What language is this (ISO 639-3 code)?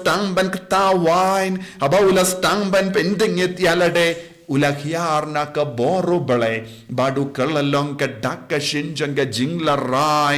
kha